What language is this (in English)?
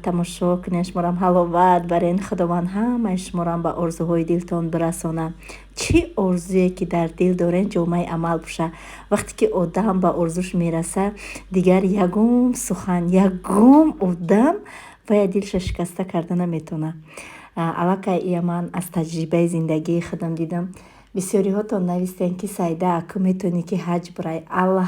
Tajik